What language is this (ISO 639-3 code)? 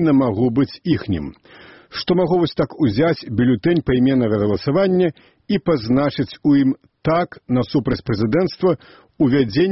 bel